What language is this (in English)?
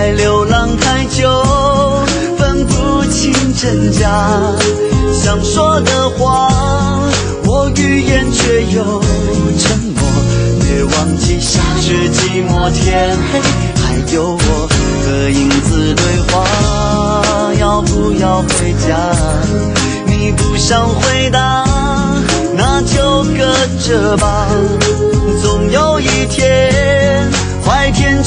Chinese